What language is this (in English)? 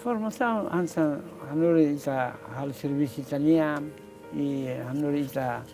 Tetum